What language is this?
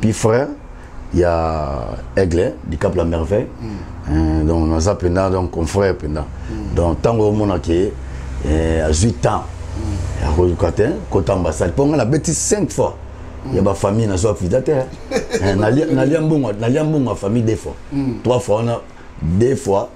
Lingala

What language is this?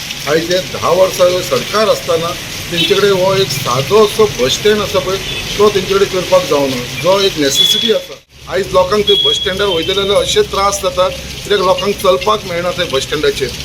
Konkani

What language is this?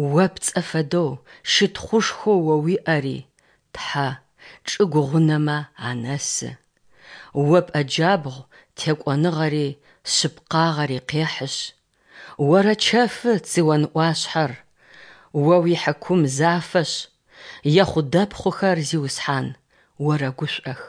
Kabardian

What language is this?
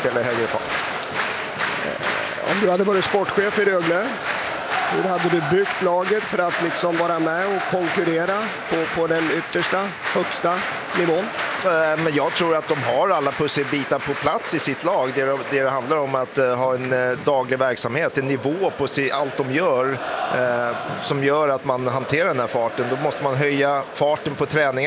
Swedish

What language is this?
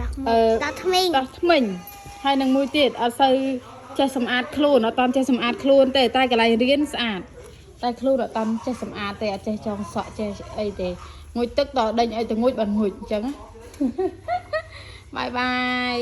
Khmer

